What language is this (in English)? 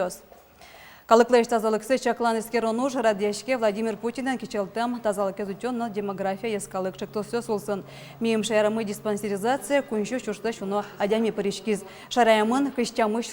Udmurt